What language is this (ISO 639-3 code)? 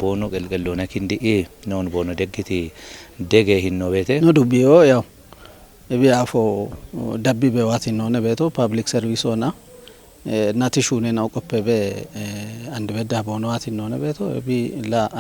kbr